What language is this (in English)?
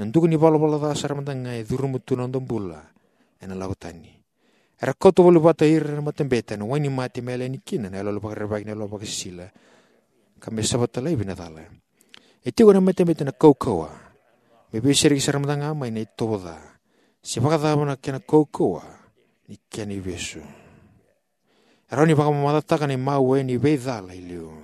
Fijian